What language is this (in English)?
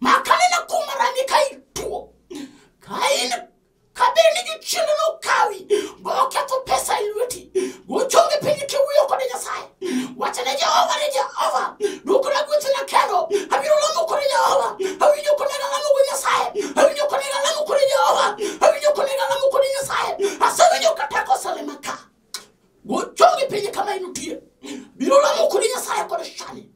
Luo (Kenya and Tanzania)